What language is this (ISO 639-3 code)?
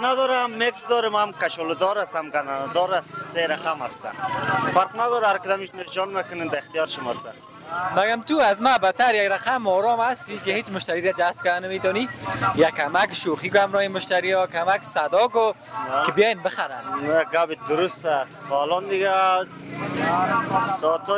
fas